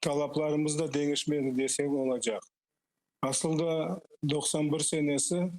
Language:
Crimean Tatar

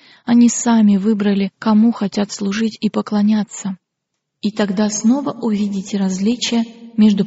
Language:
Russian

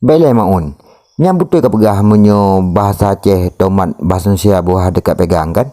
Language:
Achinese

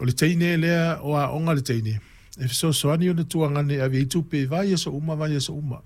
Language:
Samoan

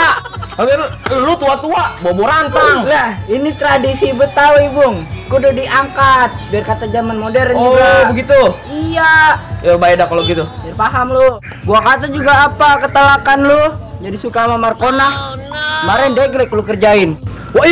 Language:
Betawi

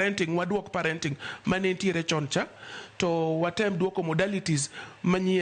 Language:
Luo (Kenya and Tanzania)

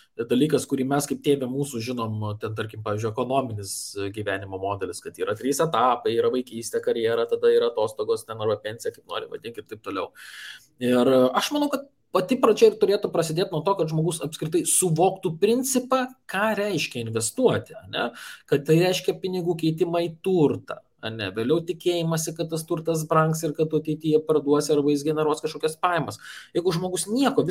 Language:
Lithuanian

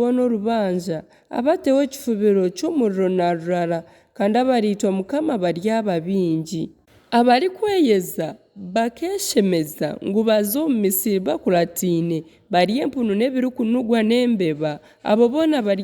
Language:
Nyankole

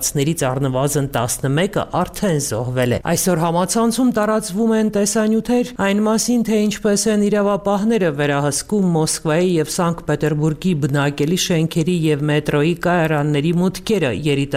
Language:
Armenian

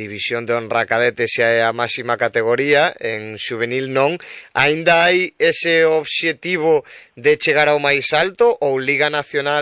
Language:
Galician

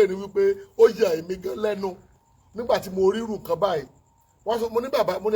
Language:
Yoruba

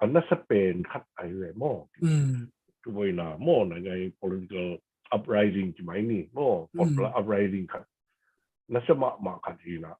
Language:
Tedim Chin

